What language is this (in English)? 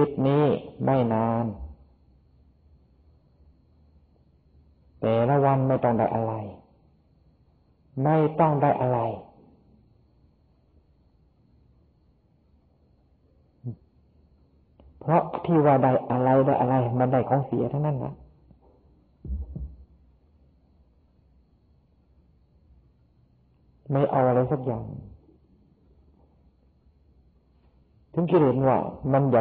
Thai